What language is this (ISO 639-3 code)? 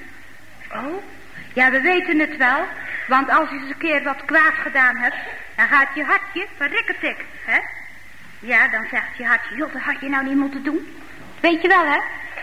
nld